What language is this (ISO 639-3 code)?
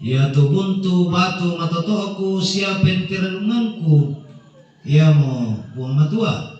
sda